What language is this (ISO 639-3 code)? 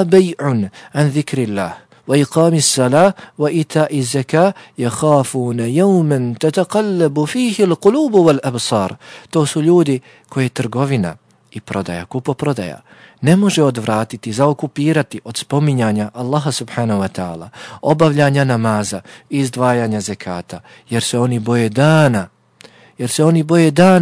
bos